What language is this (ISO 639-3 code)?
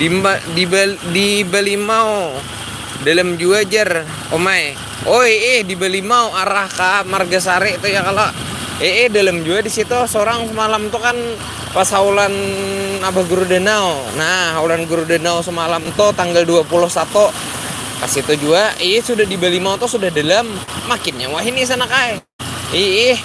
bjn